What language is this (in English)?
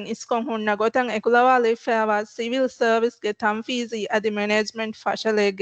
Divehi